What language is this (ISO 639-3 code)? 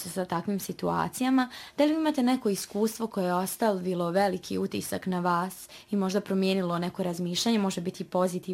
bos